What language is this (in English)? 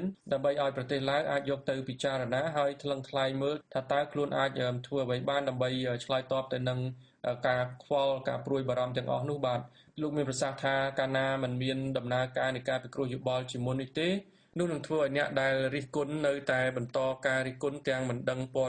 Khmer